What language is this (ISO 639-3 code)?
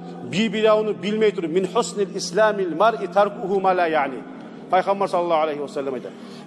kum